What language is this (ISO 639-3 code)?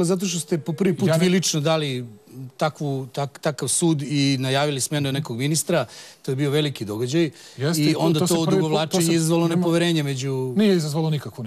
srp